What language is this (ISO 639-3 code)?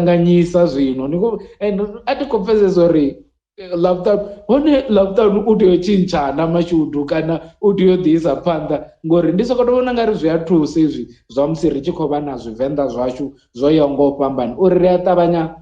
ven